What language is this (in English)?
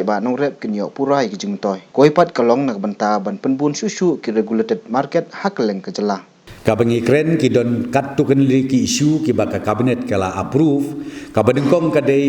Khasi